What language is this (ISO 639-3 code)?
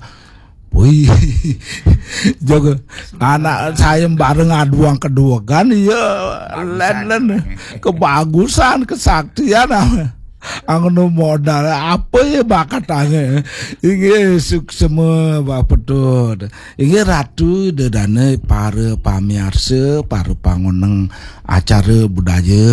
ban